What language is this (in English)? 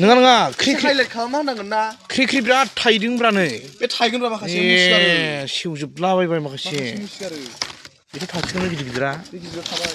Bodo